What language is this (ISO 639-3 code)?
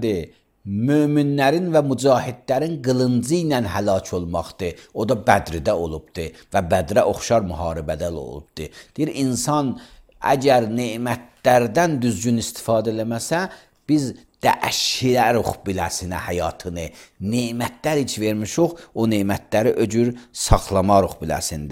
aze